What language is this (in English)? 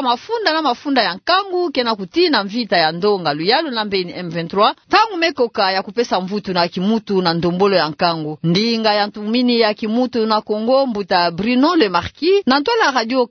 Kituba (Democratic Republic of Congo)